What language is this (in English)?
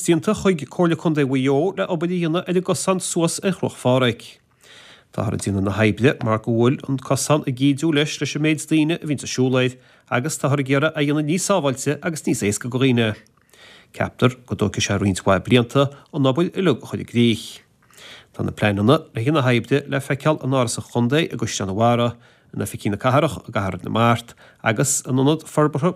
Irish